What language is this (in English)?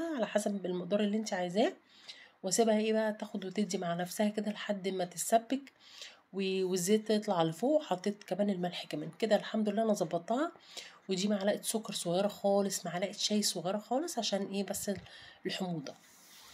Egyptian Arabic